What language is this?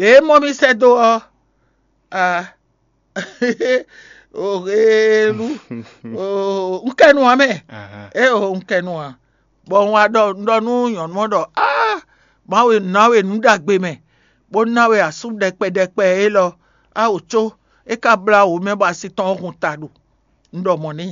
Fon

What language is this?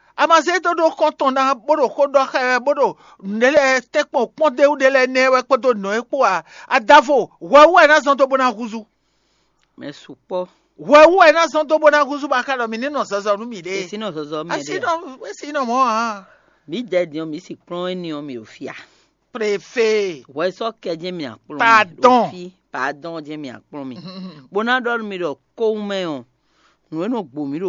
Fon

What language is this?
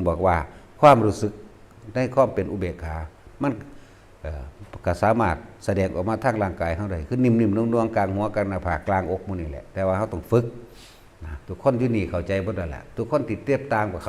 Northeastern Thai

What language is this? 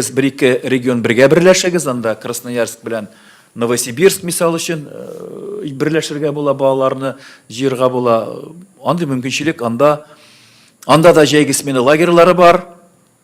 Tatar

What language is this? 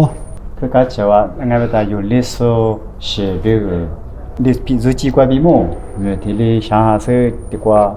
Lisu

